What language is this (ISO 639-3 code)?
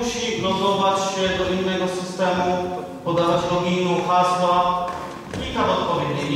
pol